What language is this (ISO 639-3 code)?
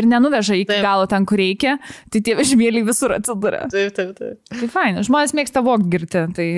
lit